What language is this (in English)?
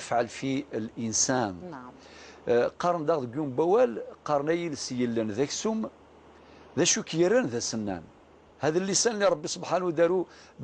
Algerian Arabic